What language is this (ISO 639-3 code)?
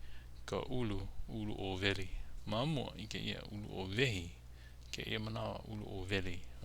haw